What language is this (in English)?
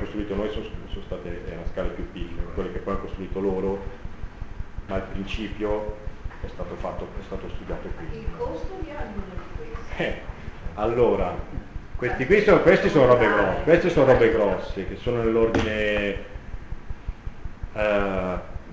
Italian